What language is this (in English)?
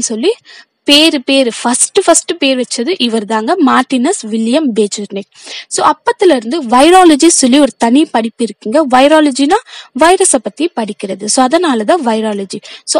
Tamil